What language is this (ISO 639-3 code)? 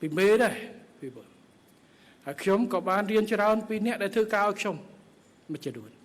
khm